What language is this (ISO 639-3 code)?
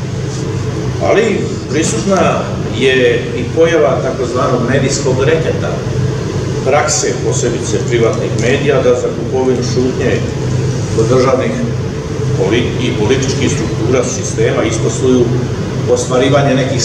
bos